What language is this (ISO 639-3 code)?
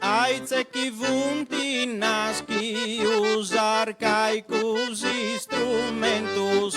srd